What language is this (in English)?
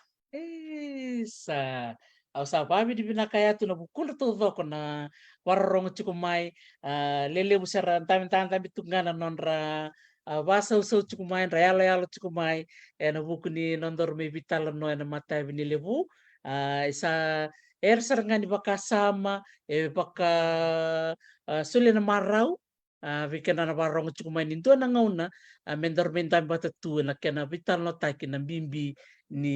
Fijian